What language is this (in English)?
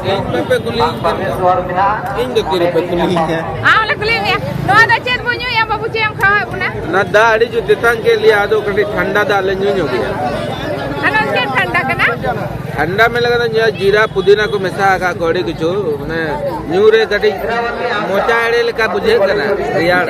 Santali